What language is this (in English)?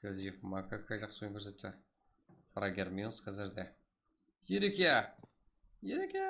Kara-Kalpak